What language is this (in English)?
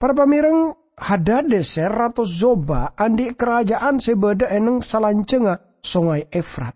Madurese